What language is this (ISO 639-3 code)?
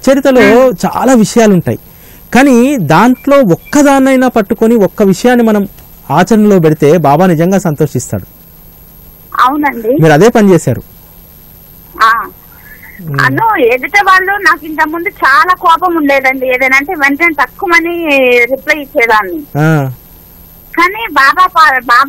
tel